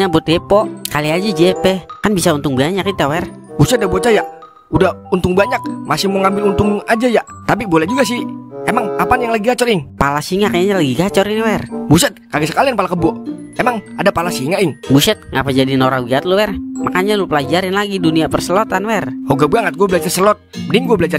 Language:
Betawi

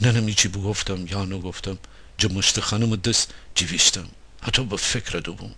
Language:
Gilaki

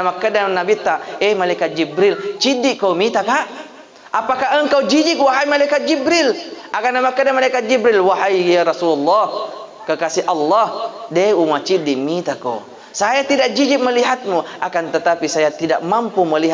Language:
Buginese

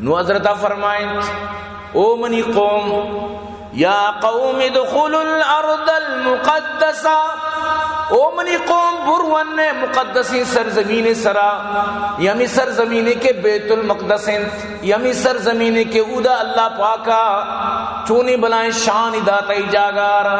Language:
Baluchi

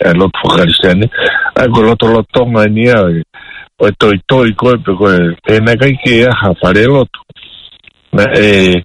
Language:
Tongan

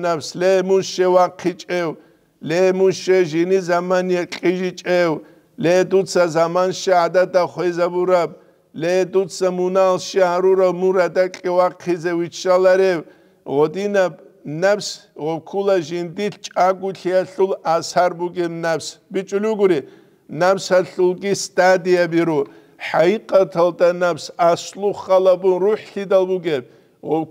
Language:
Avaric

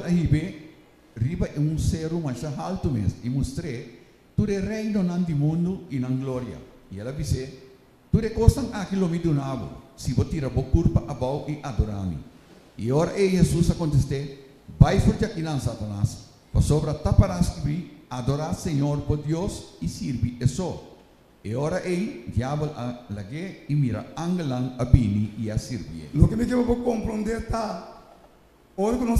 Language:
Papiamento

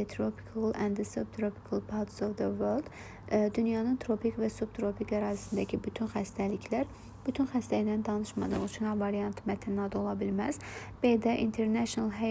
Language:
Azerbaijani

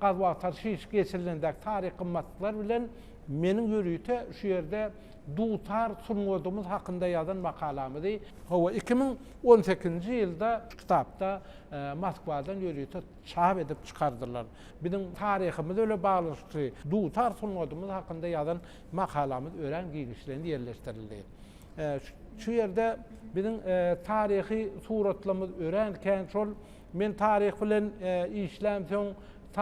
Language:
Turkmen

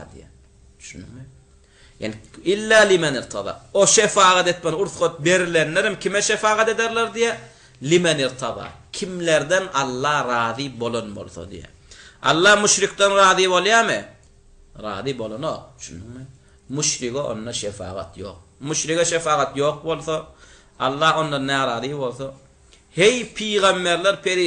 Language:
Turkmen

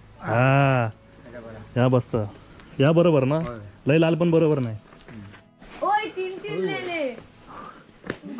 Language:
Marathi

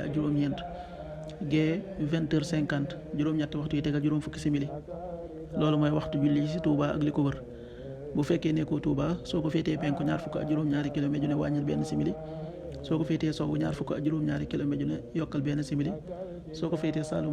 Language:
Wolof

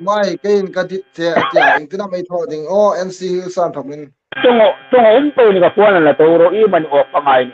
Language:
Hmar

